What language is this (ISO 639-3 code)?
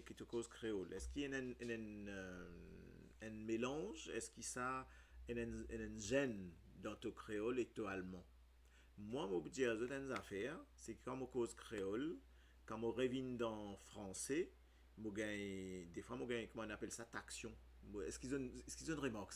mfe